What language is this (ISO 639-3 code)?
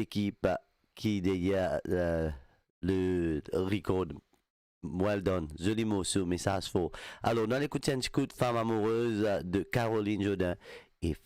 mfe